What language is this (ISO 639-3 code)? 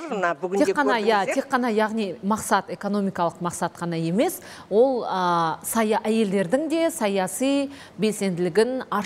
kaz